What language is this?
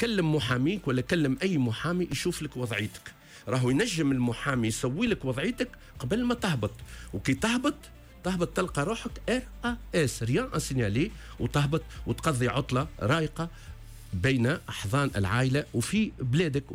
Tunisian Arabic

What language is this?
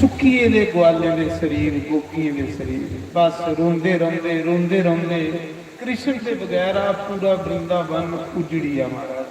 Dogri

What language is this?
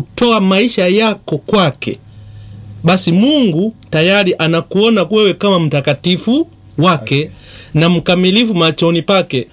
Swahili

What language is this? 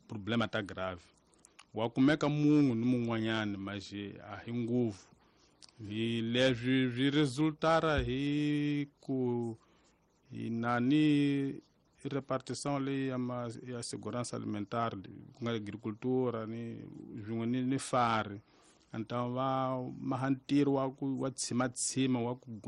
Tsonga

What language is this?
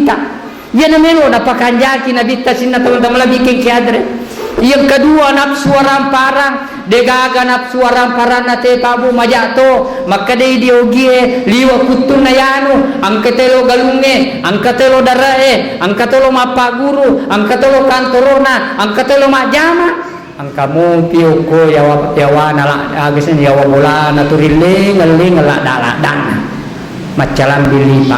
Buginese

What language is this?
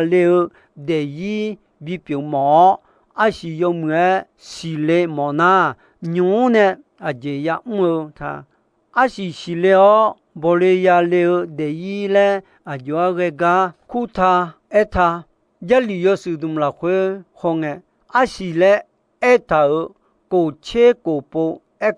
Akha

